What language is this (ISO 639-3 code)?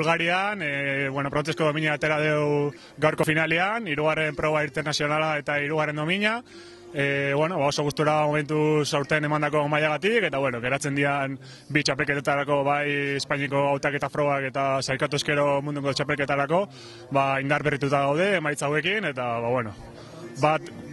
eus